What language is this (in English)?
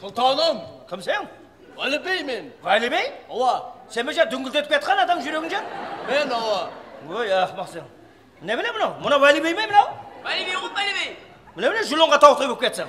Kara-Kalpak